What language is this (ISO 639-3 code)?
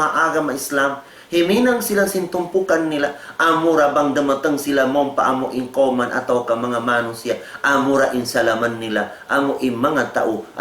tsg